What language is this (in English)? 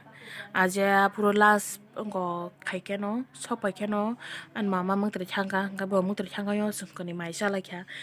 Kok Borok